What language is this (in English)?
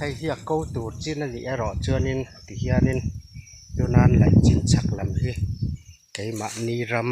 Mizo